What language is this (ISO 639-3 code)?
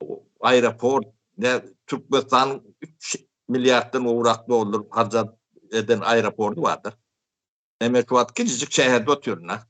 tuk